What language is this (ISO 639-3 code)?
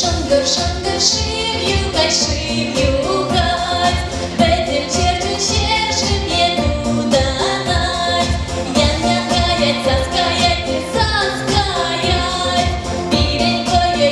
chv